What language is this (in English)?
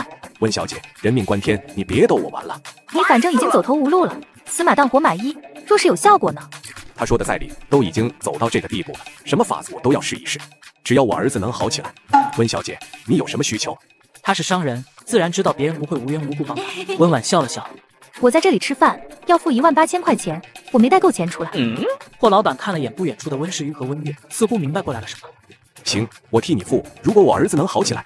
Chinese